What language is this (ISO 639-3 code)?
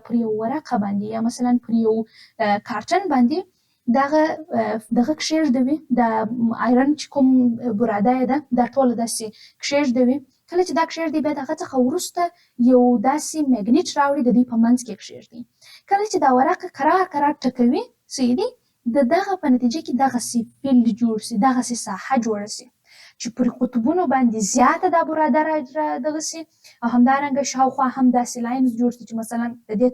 pus